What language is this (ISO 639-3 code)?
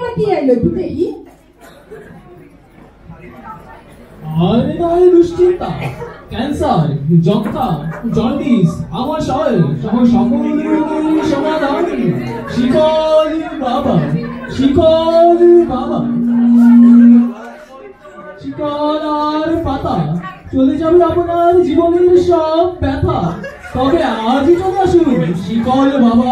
ben